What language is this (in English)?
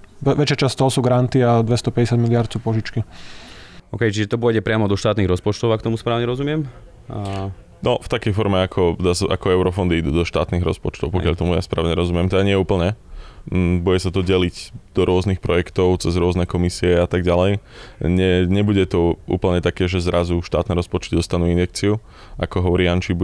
Slovak